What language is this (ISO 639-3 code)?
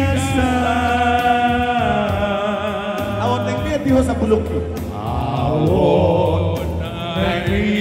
bbc